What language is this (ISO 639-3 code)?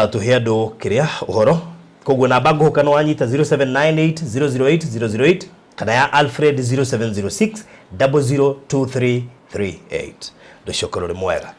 kik